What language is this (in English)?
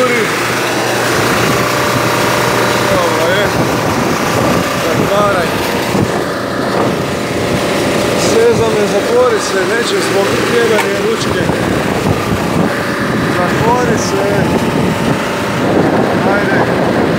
Croatian